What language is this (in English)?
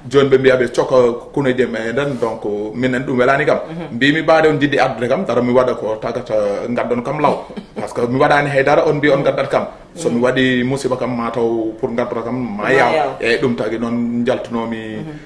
Fula